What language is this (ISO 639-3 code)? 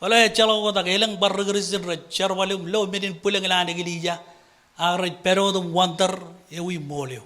mah